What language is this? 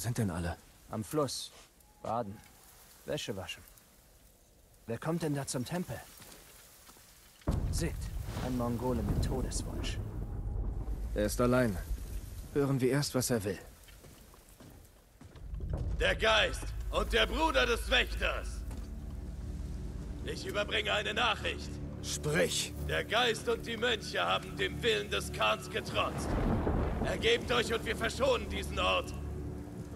German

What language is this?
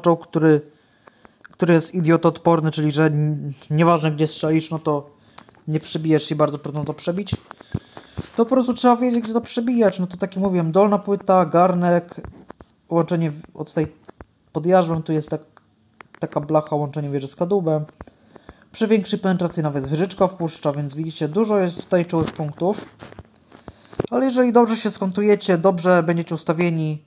Polish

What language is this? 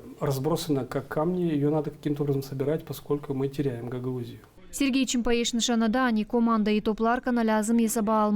Gagauz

